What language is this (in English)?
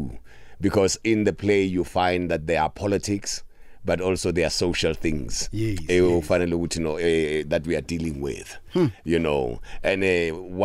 South Ndebele